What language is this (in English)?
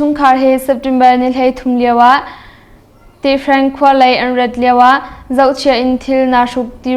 Hakha Chin